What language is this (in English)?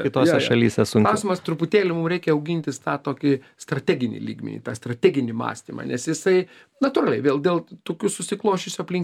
Lithuanian